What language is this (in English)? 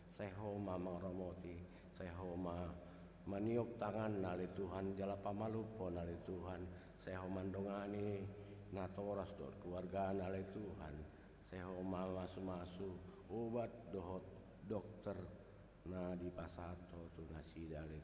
Batak Toba